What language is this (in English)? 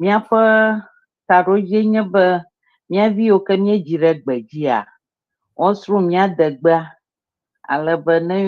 Ewe